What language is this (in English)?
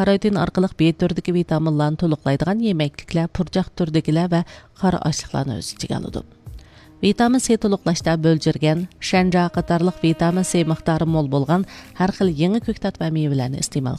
Uyghur